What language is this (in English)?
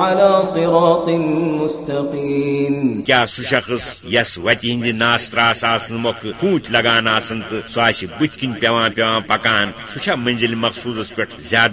Kashmiri